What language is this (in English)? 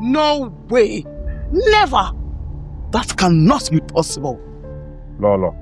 Nigerian Pidgin